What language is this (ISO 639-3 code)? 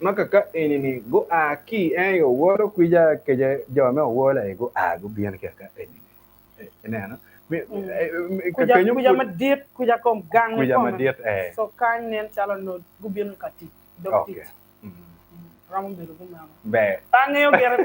ach